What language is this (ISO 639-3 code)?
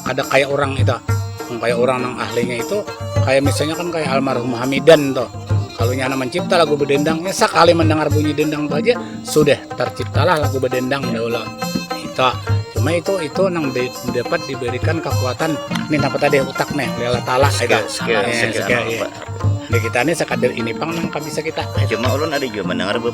bjn